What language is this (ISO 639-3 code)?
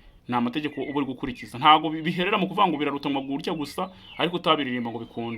kin